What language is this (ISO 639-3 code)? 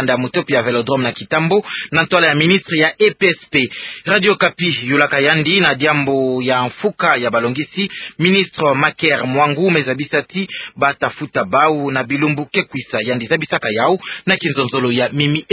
ktu